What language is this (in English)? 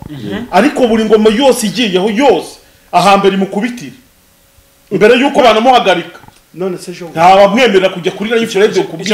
Kinyarwanda